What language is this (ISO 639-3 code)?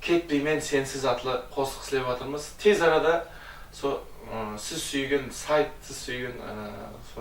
kaa